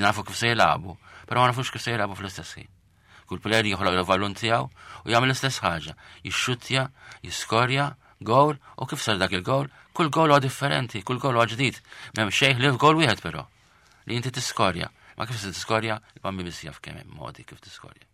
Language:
Maltese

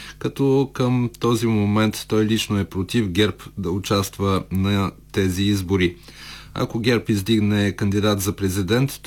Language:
Bulgarian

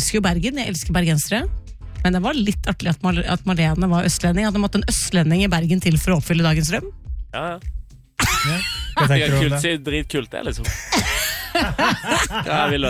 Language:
Norwegian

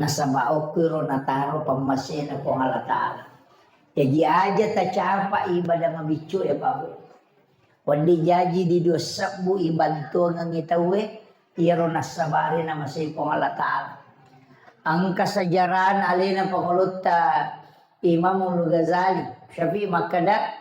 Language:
Buginese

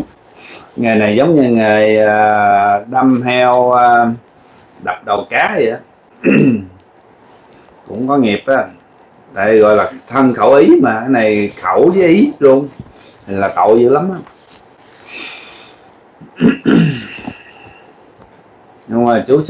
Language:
Vietnamese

